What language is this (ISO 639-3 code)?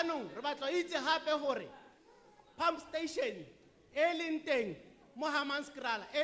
tsn